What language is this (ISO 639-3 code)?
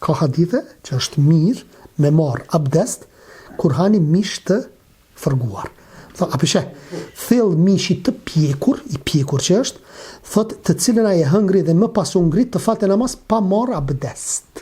sqi